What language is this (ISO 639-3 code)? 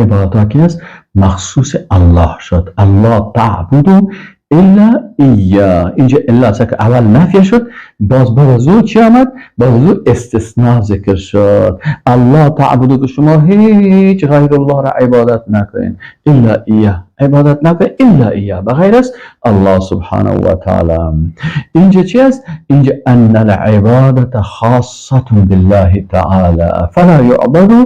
fas